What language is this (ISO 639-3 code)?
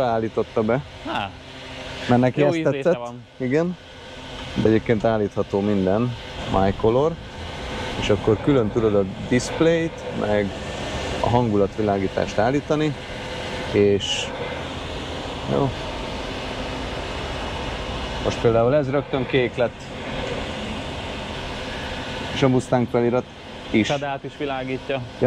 hun